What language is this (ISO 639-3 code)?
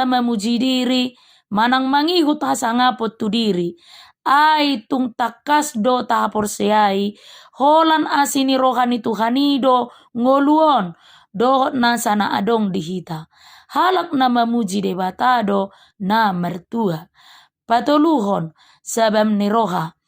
bbc